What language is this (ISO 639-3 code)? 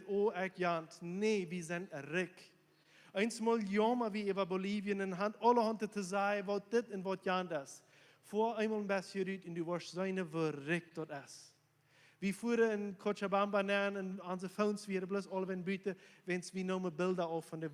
pdt